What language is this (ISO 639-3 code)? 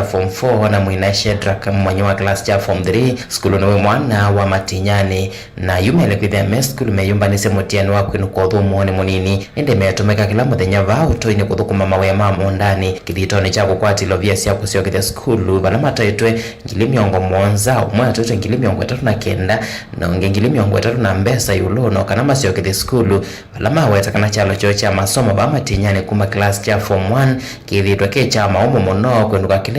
kam